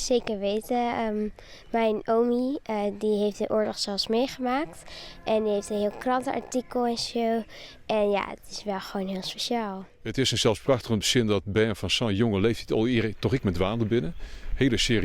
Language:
Western Frisian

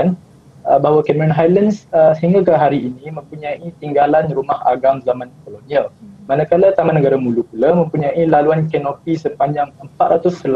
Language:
Malay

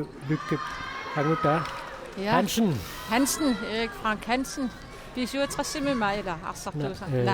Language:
Kalaallisut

